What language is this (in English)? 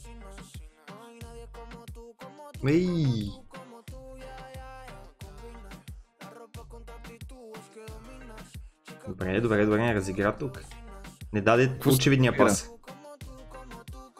Bulgarian